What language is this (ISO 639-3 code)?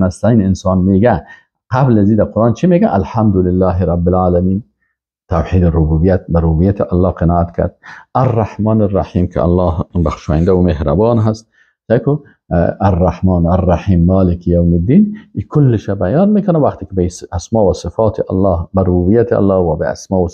fas